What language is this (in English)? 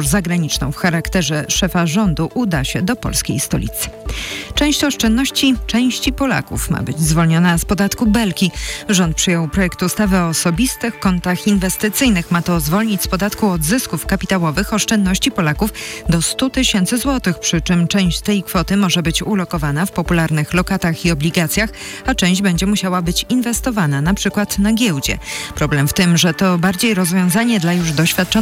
Polish